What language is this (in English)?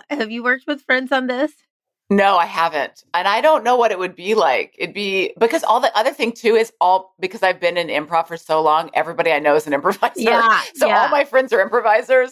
English